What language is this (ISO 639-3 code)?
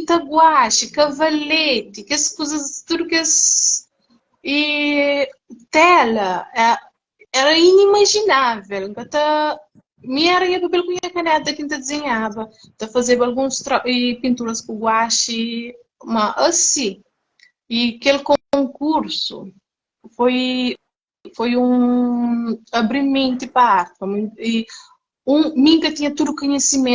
kea